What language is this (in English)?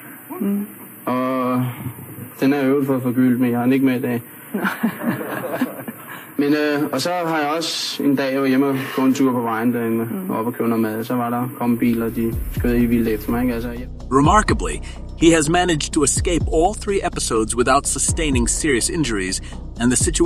Danish